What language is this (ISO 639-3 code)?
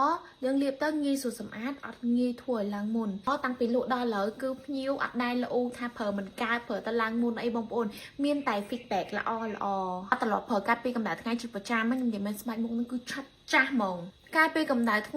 khm